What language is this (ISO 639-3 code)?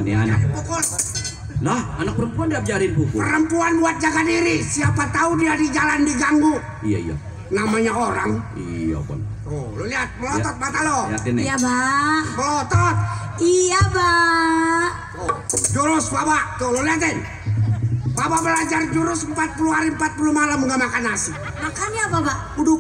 bew